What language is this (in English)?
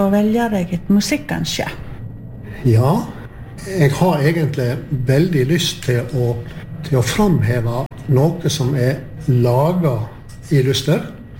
Norwegian